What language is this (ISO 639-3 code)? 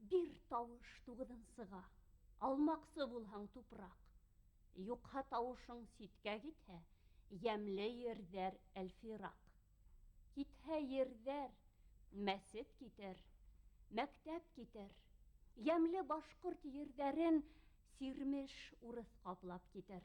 bak